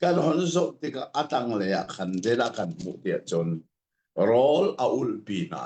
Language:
Hakha Chin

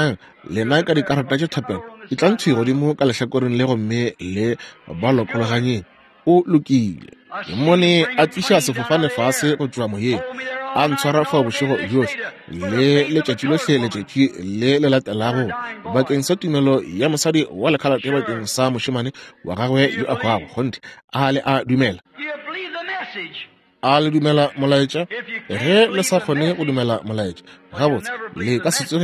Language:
Northern Sotho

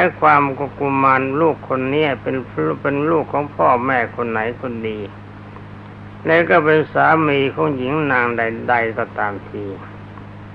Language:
Thai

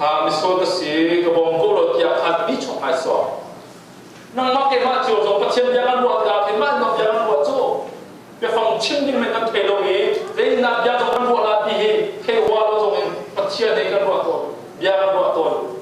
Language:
Hakha Chin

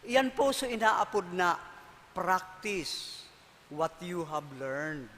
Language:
Bikol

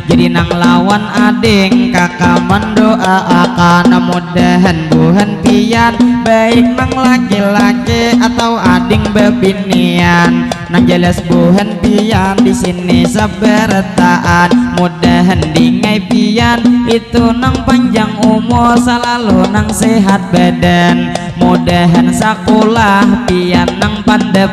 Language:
Banjar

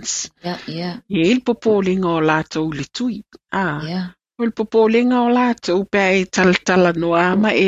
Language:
Samoan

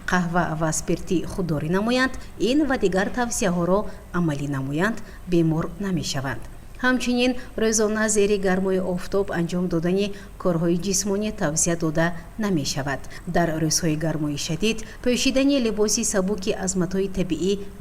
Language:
Tajik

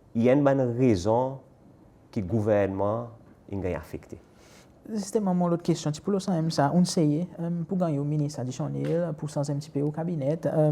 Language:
Seselwa Creole French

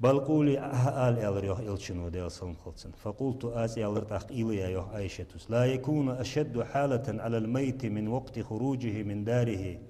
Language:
Ingush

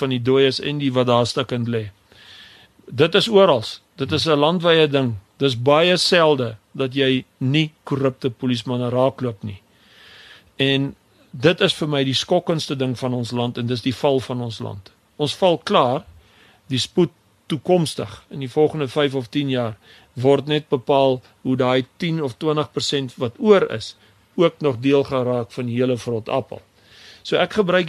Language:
Afrikaans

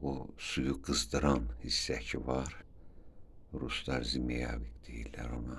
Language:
Azerbaijani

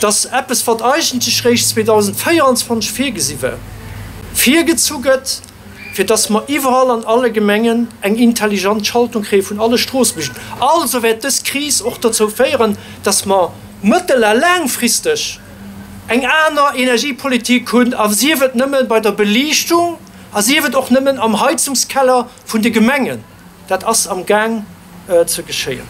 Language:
Luxembourgish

